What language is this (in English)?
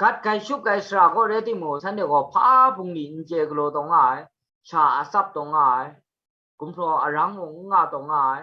Kachin